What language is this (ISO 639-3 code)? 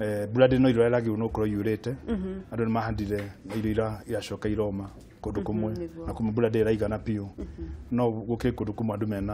kik